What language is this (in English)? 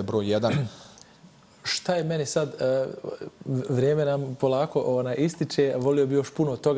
Bosnian